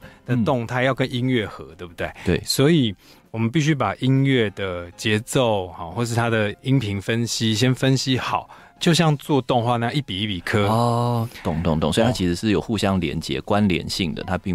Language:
Chinese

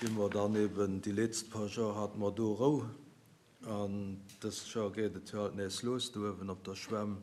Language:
Luxembourgish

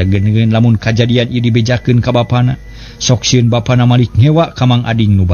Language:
Sundanese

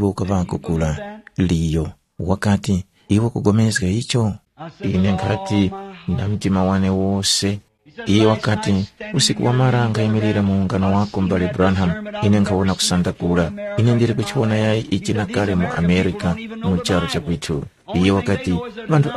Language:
Tumbuka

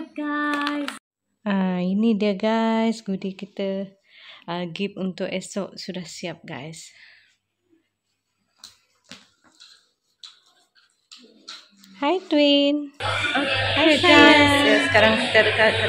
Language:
Malay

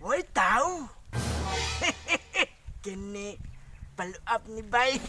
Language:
Cebuano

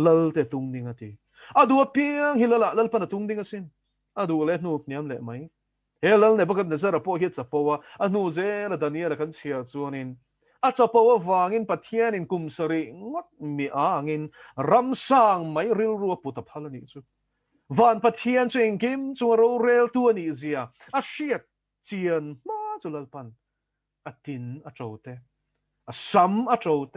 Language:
Mizo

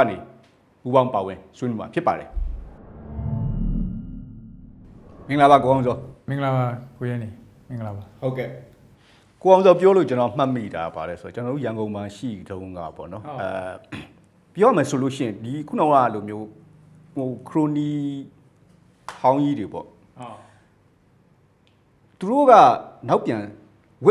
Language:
Burmese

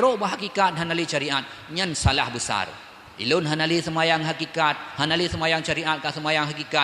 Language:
Achinese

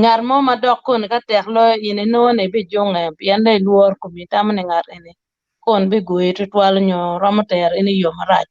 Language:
Acoli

